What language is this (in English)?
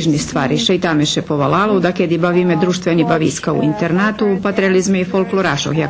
Rusyn